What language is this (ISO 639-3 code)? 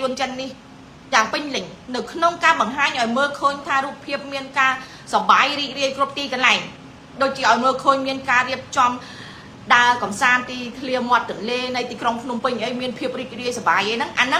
khm